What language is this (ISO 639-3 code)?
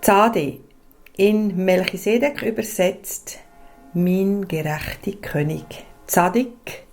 gsw